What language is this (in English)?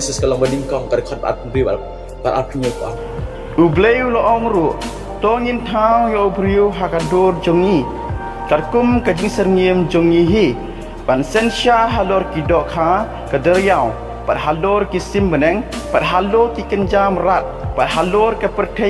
Khasi